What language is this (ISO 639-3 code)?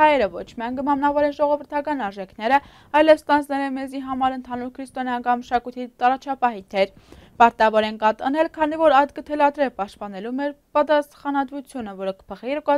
hye